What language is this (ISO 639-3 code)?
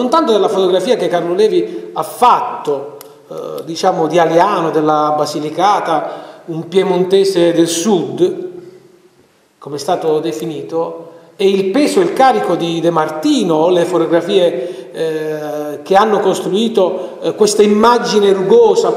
ita